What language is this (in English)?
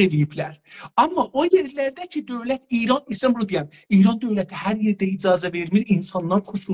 South Azerbaijani